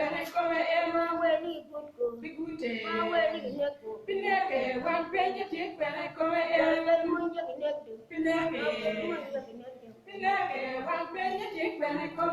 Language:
Acoli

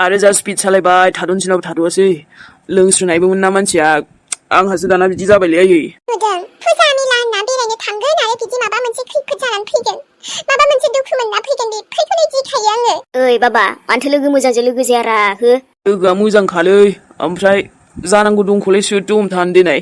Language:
Bodo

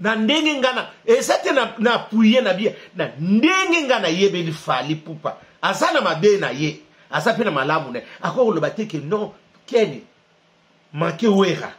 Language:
Lingala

